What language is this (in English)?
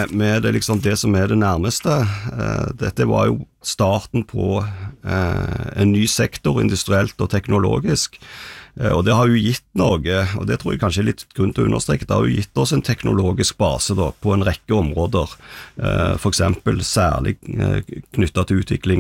Norwegian